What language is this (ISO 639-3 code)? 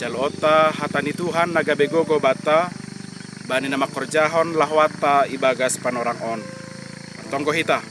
bts